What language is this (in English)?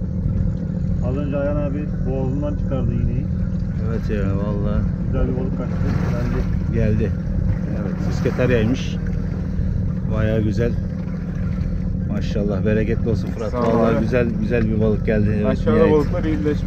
Turkish